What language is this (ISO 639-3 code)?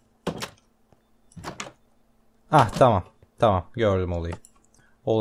tur